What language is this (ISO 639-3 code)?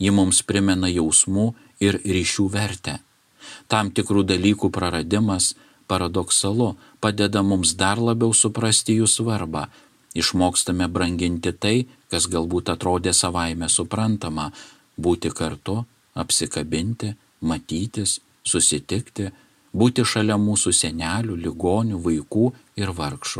lit